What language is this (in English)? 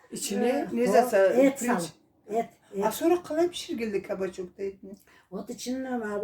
Karachay-Balkar